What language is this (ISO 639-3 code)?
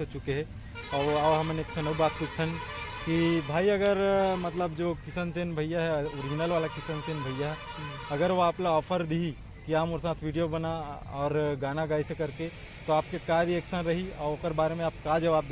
hne